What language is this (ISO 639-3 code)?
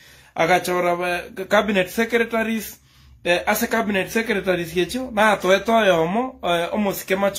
guz